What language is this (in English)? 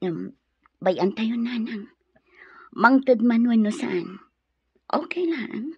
Iloko